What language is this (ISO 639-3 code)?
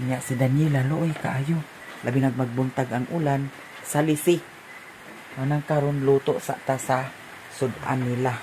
ceb